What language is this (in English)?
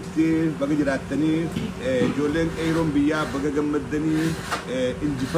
Oromo